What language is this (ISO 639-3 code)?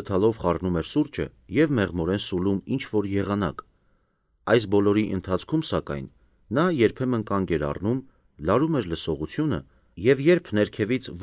hye